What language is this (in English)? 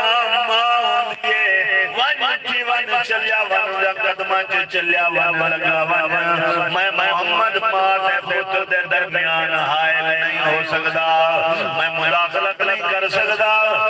Saraiki